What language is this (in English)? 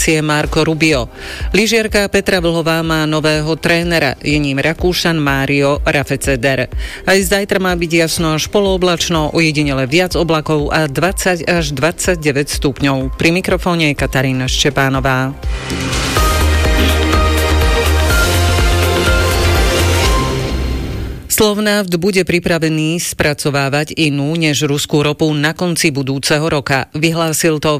Slovak